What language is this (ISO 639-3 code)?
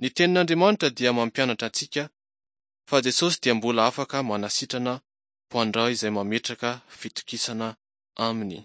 mlg